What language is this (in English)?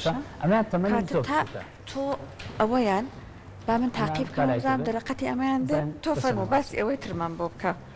Central Kurdish